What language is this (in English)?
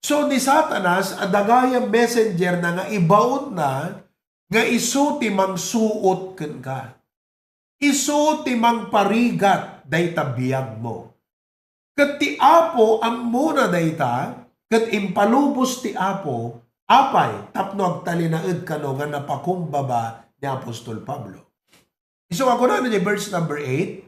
Iloko